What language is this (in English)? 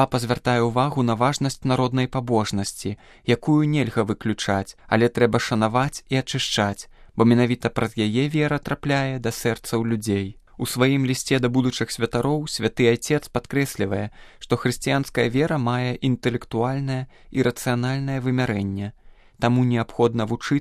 Belarusian